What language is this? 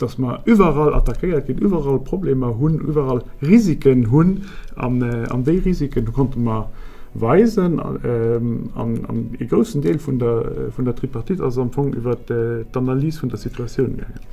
Luxembourgish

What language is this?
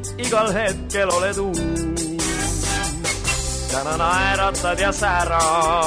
Estonian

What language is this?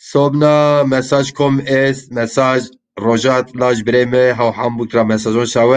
Zaza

